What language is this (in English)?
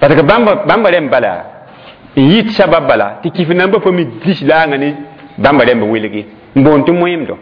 Mossi